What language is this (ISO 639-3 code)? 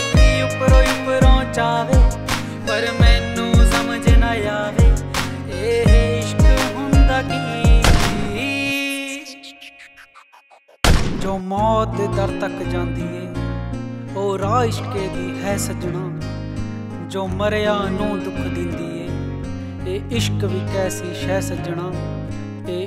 pan